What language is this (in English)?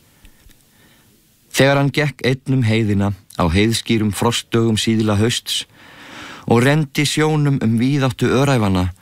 Icelandic